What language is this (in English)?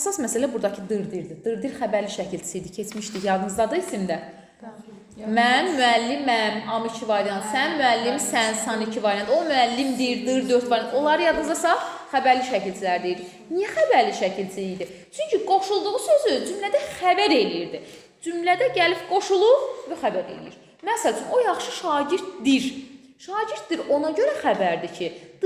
Azerbaijani